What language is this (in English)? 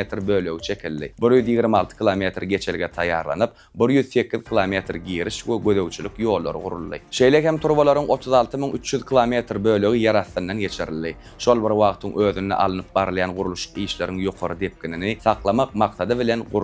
Turkmen